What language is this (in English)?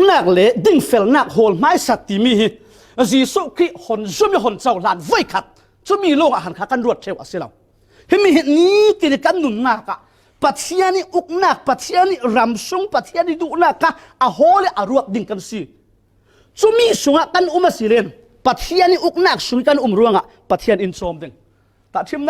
Falam Chin